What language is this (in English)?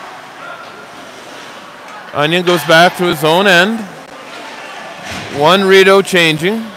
English